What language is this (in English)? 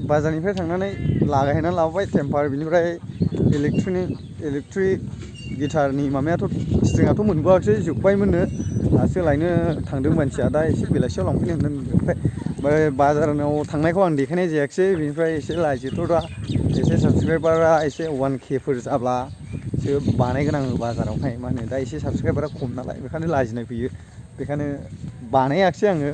Bodo